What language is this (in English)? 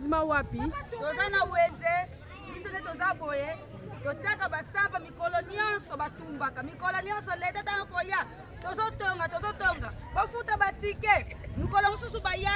Lingala